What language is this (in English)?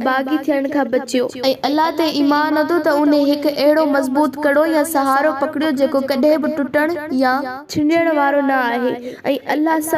Sindhi